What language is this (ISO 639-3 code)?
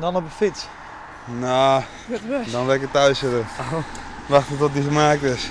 fry